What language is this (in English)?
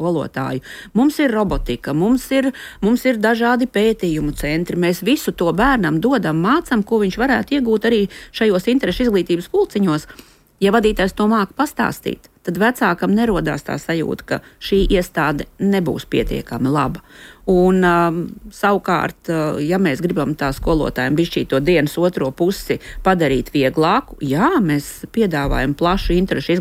Latvian